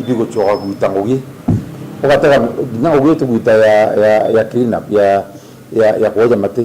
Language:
Meru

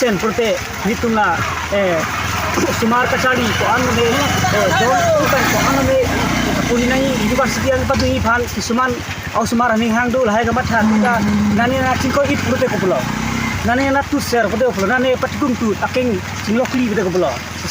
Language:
Karbi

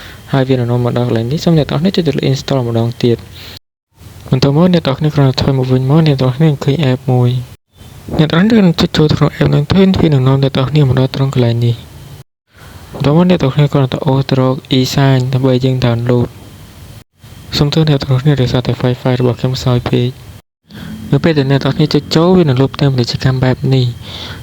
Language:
Khmer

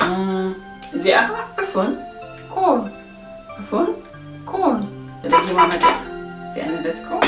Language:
Tigrinya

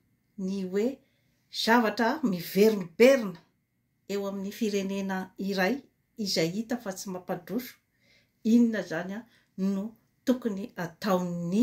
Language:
Malagasy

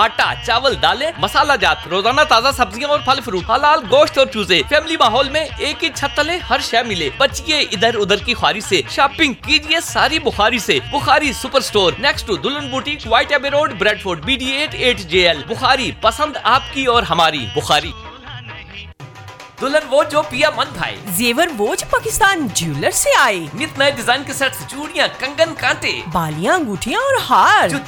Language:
Urdu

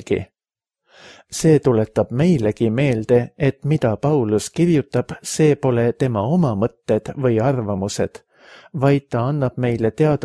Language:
Estonian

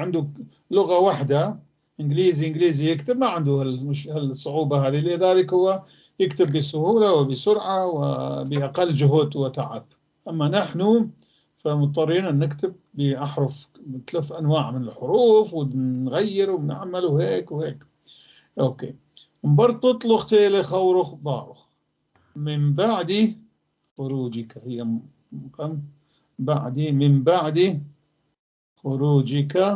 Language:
North Levantine Arabic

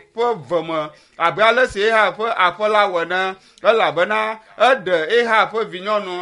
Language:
Ewe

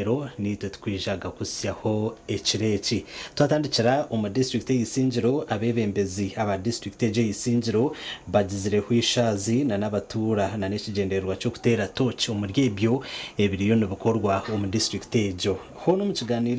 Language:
Nyankole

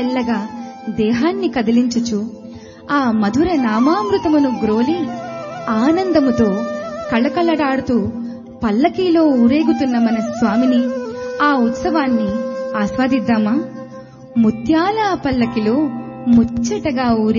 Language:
Telugu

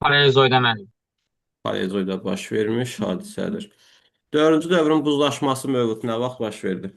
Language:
Azerbaijani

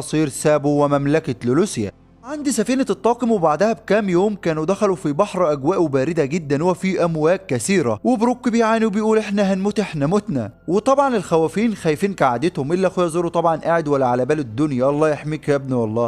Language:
Egyptian Arabic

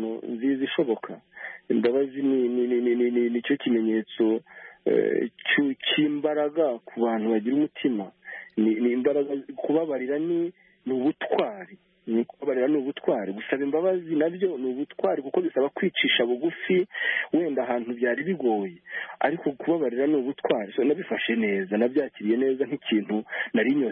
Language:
Kinyarwanda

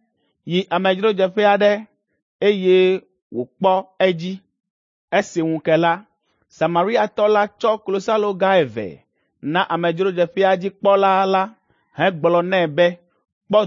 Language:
Ewe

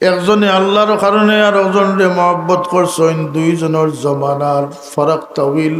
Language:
Sylheti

